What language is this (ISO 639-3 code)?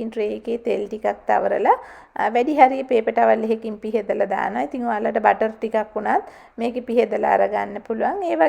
sin